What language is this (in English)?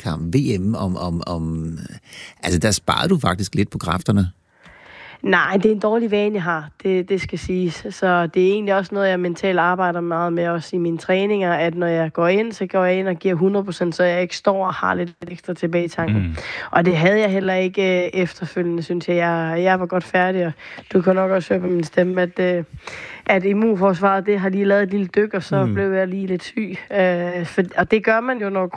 Danish